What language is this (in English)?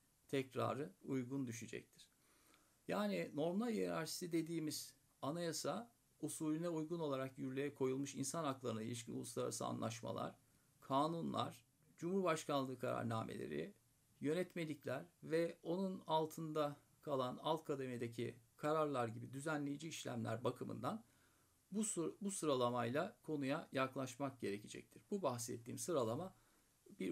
Turkish